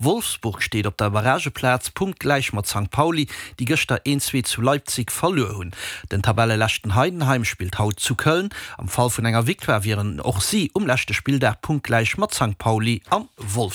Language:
Luxembourgish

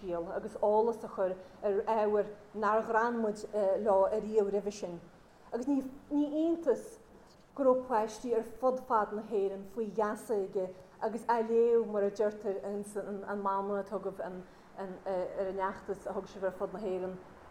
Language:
Irish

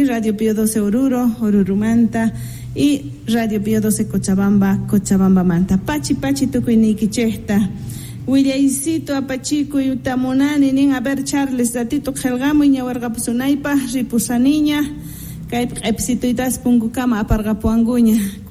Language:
Quechua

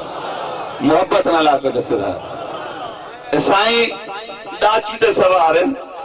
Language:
Saraiki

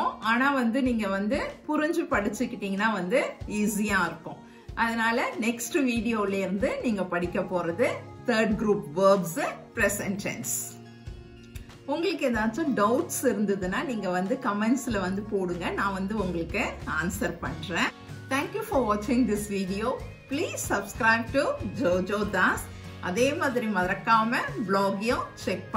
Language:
Tamil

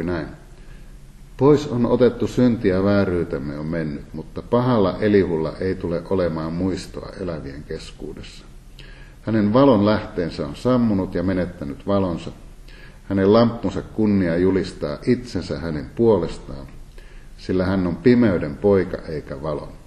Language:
Finnish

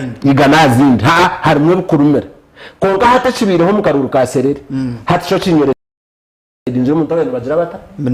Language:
Nyankole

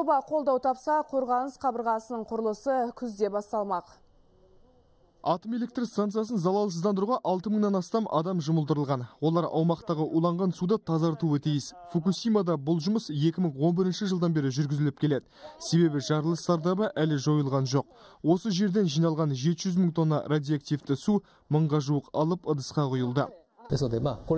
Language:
Kazakh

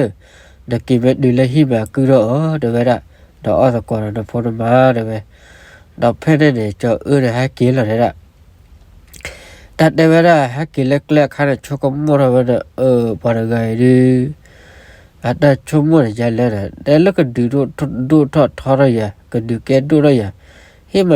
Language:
S'gaw Karen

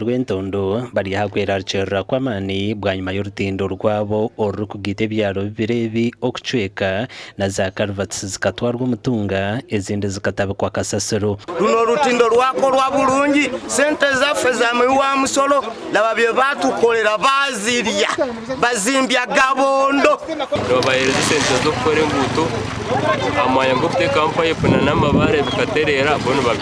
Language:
Nyankole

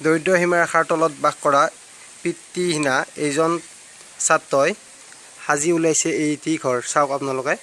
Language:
Assamese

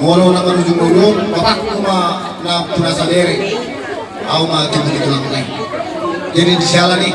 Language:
Batak Toba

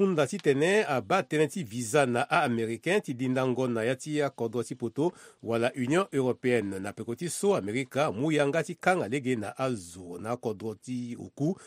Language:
Sango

